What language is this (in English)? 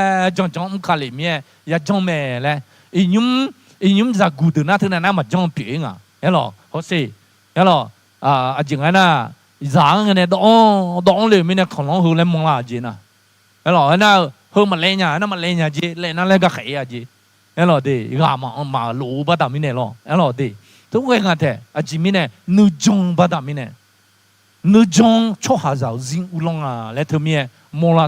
Akha